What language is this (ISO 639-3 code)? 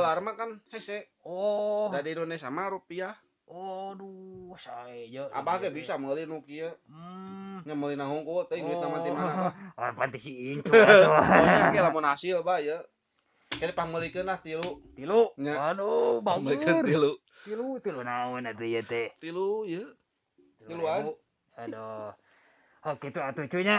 sun